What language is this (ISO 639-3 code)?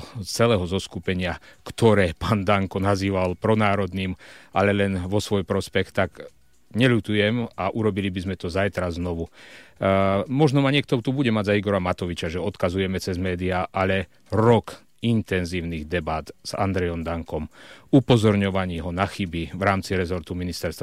slk